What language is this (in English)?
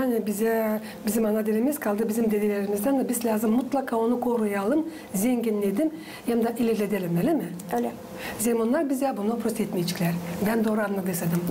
Gagauz